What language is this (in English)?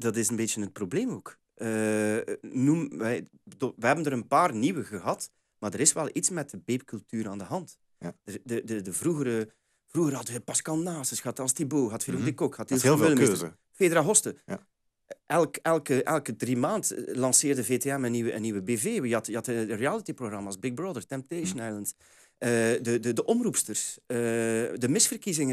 Dutch